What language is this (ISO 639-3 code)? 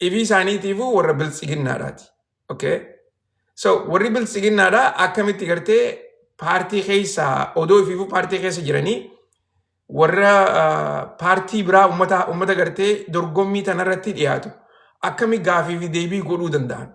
orm